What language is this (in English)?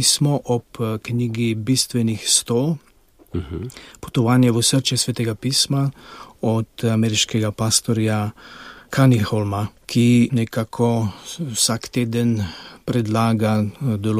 Slovenian